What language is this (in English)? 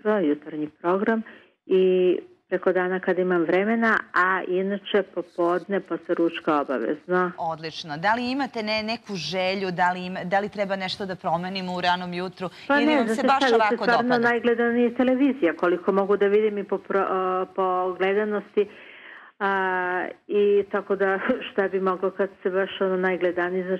Serbian